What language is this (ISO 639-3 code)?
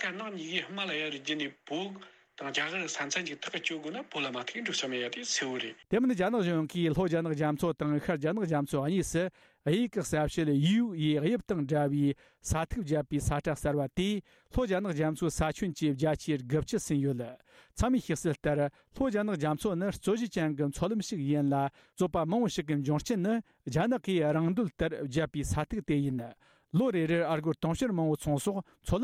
bod